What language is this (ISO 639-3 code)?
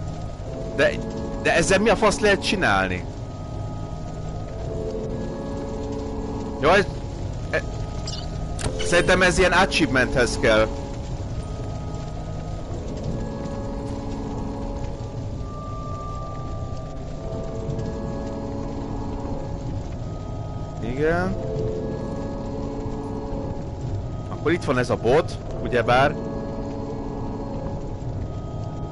hun